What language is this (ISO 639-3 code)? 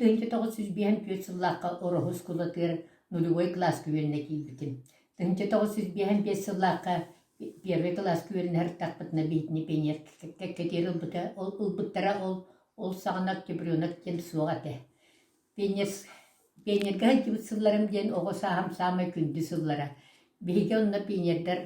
sah